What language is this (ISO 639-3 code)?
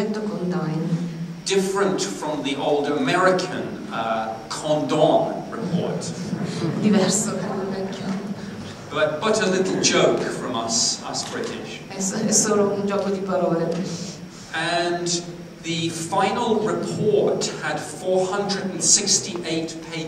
ita